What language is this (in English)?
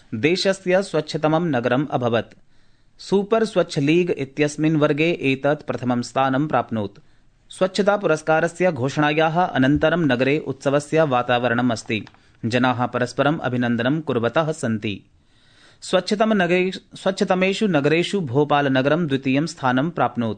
Sanskrit